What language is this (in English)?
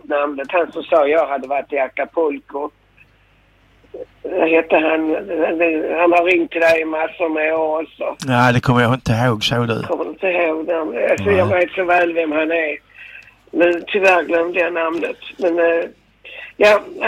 Swedish